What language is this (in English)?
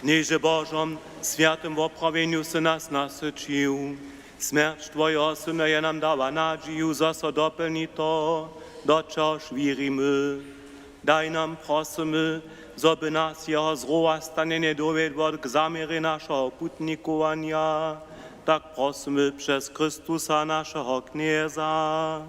Upper Sorbian